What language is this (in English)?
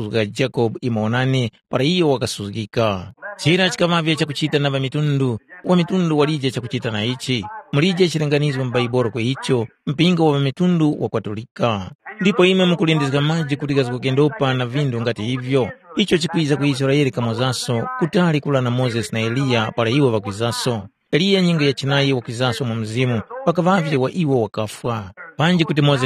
Tumbuka